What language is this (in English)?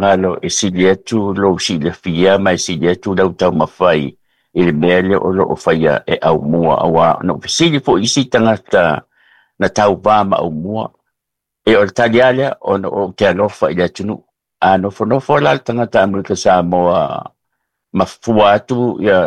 Samoan